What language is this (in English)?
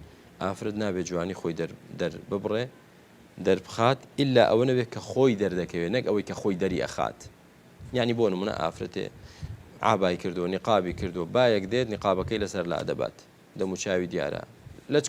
Central Kurdish